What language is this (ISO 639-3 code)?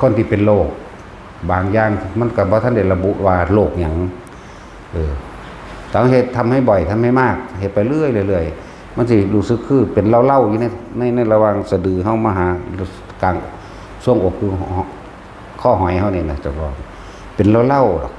lao